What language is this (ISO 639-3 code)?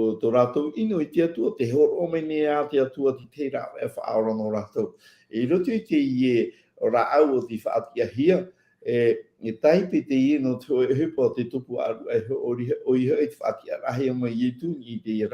tah